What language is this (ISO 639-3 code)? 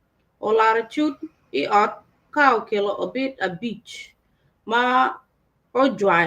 ach